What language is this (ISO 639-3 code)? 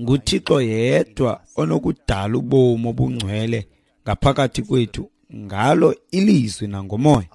xho